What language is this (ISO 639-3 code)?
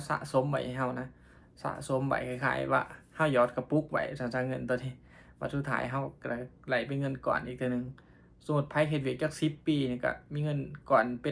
lao